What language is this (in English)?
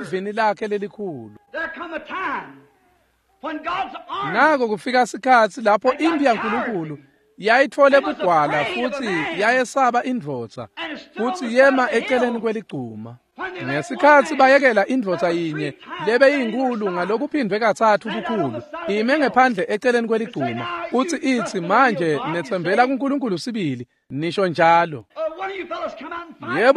Swati